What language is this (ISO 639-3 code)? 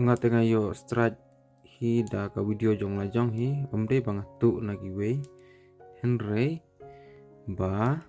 kha